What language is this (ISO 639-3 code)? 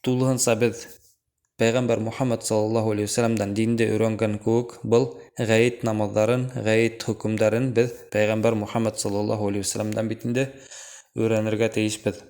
bak